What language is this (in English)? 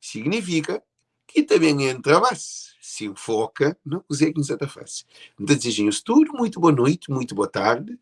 Kabuverdianu